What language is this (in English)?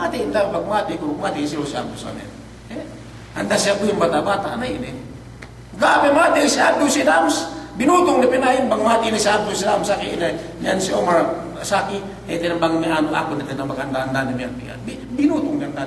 Yakan